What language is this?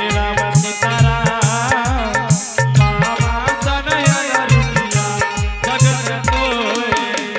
Angika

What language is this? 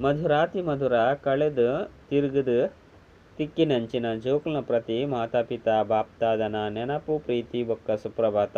Tulu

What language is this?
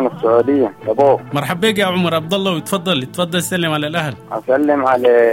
Sudanese Arabic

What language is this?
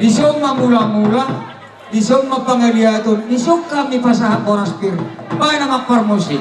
Batak Toba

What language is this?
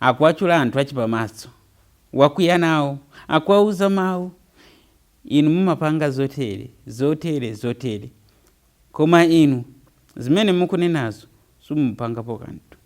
Nyanja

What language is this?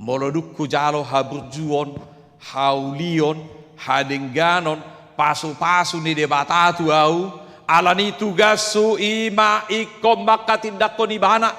Batak Toba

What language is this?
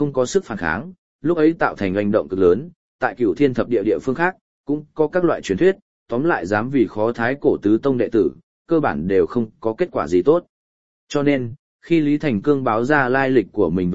Vietnamese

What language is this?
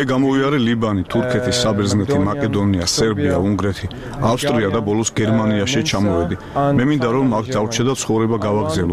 Georgian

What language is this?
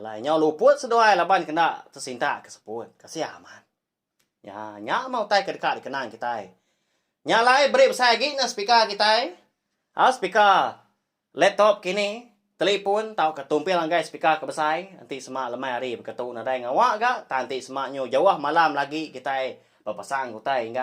Iban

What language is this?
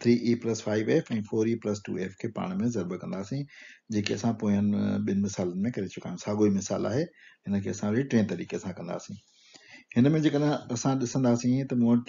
Sindhi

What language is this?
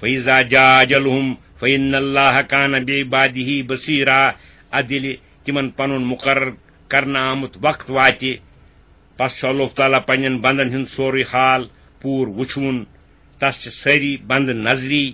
Kashmiri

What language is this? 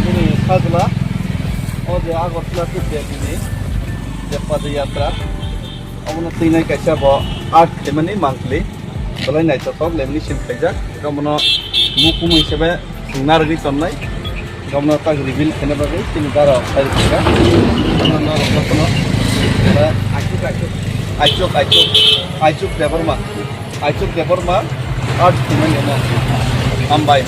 Riang (India)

